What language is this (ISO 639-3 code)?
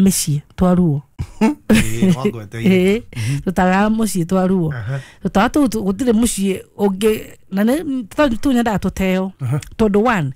kik